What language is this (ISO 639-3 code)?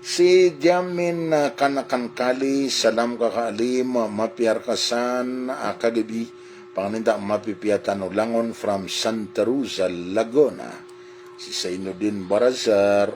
mrw